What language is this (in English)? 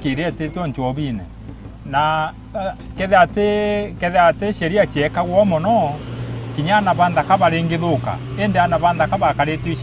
Meru